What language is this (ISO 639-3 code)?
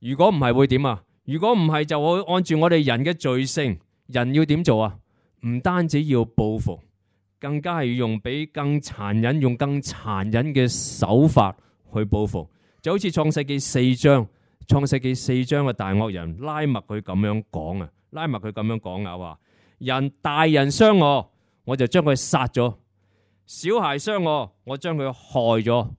yue